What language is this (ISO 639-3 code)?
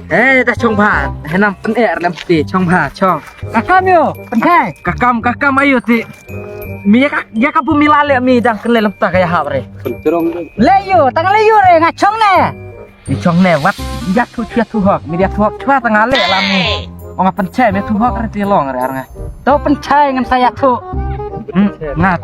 kha